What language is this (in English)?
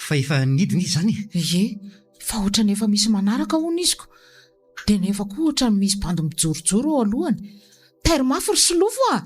Malagasy